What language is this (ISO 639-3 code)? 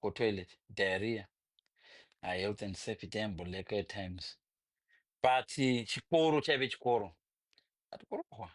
sna